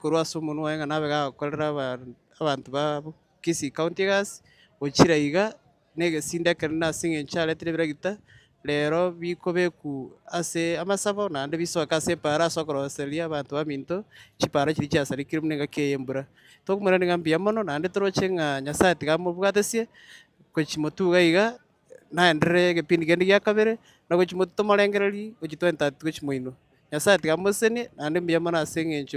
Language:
Gusii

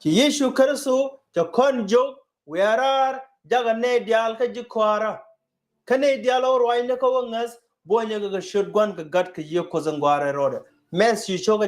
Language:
Nuer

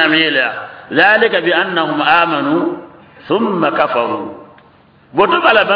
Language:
Mossi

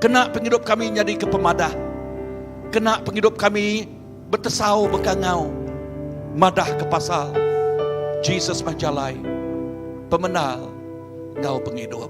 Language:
Iban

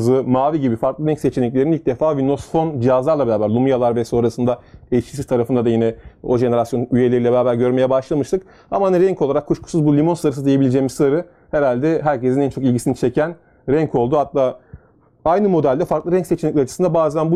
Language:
Turkish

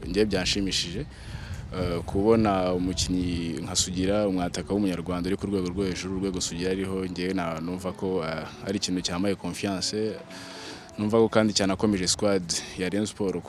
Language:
Kinyarwanda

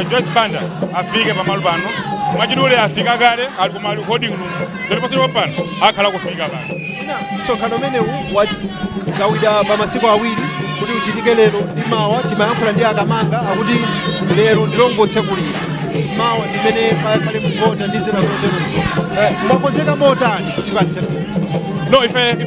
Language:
Nyanja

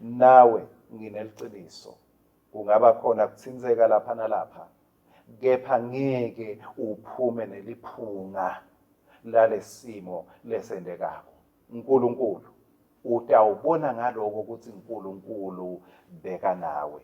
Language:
Swati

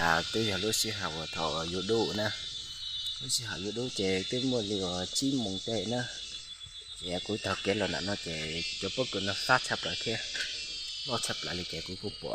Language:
Hmong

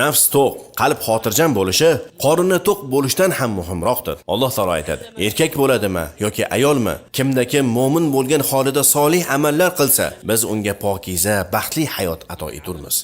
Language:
Uzbek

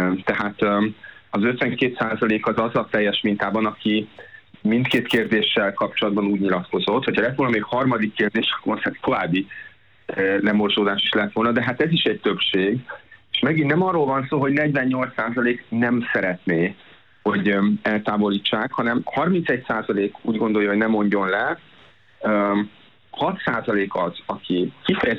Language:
Hungarian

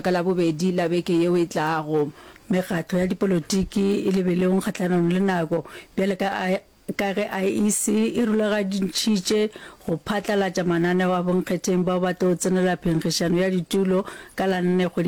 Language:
Northern Sotho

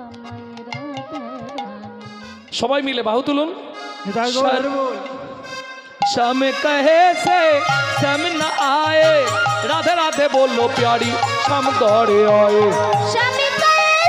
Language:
Bangla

